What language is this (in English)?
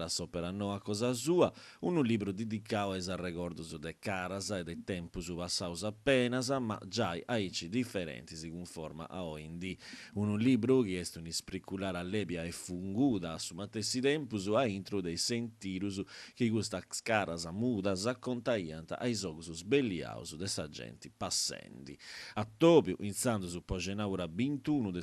Sardinian